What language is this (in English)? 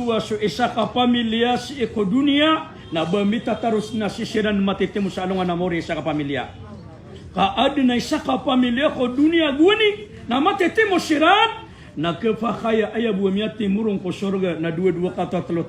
Maranao